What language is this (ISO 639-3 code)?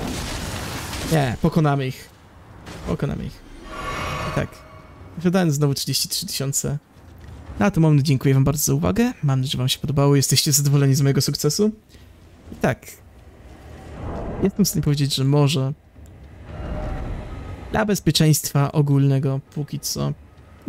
pol